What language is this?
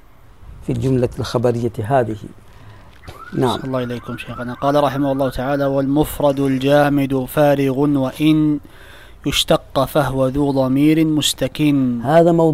Arabic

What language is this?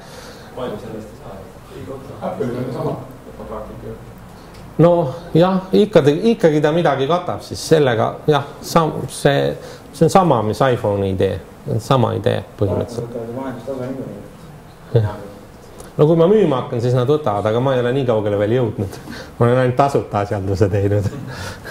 Estonian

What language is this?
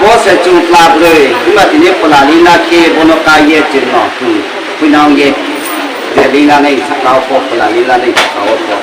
Riang (India)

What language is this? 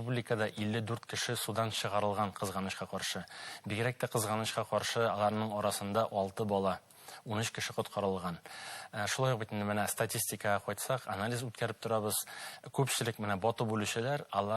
Bashkir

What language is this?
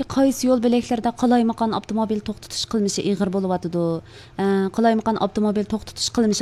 Uyghur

